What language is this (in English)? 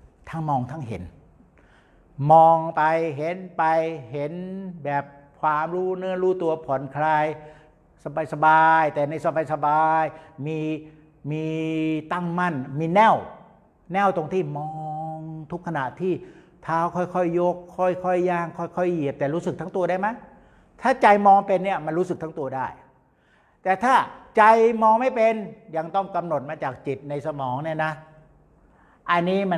Thai